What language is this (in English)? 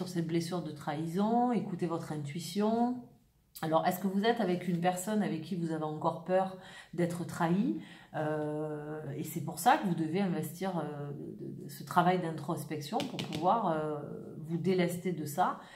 French